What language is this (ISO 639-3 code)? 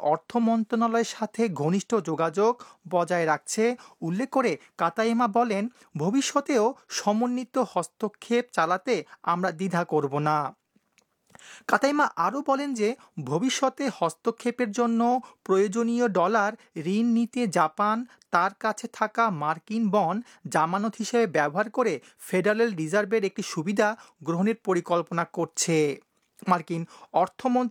ben